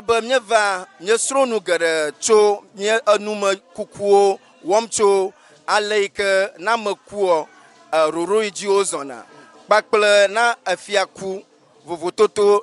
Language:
Ewe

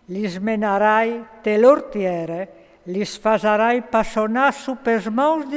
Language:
Friulian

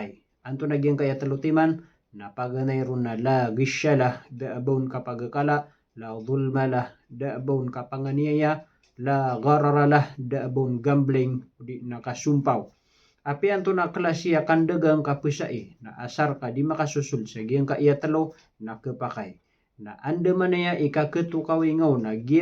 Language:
Maranao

